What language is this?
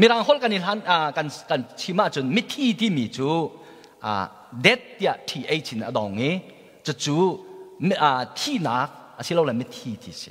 Hakha Chin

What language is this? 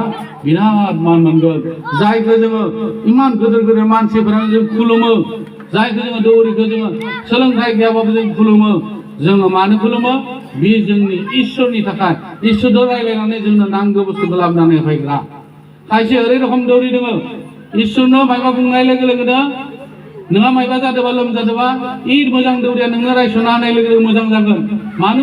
Bodo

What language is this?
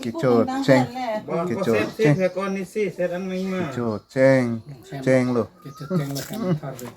Karbi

